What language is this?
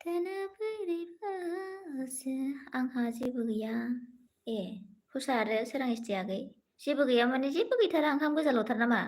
Bodo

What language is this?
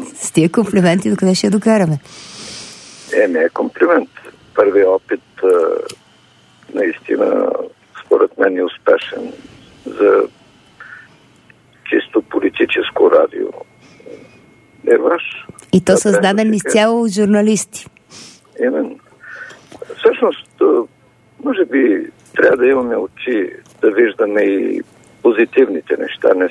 Bulgarian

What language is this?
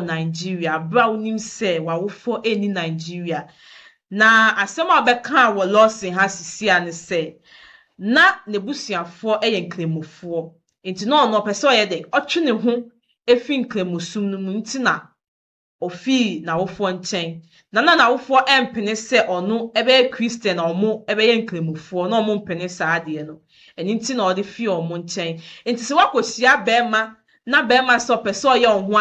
Akan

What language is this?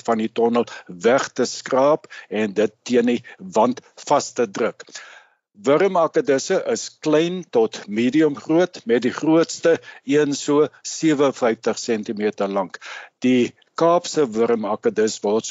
Afrikaans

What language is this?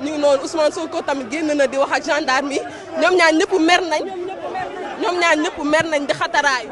Wolof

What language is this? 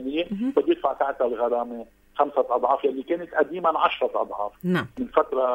North Levantine Arabic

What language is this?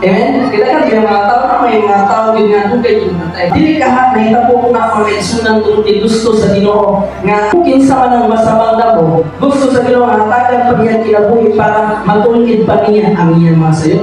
Cebuano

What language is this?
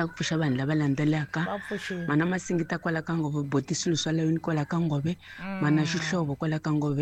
Tsonga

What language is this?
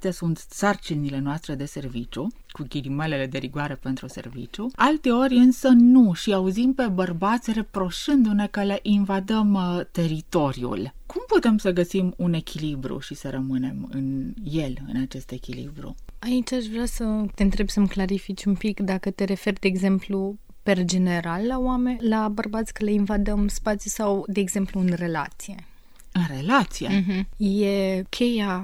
Romanian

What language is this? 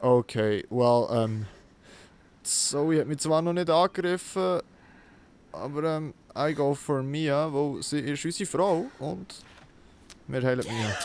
Swiss German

